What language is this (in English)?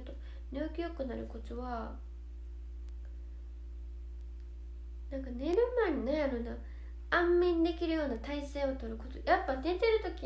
Japanese